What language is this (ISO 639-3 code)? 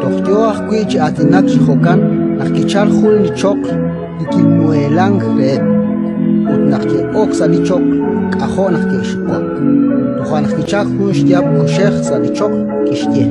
kek